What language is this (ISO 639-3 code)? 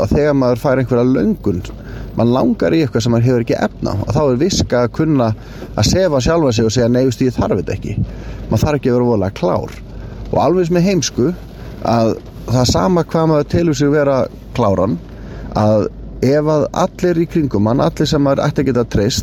isl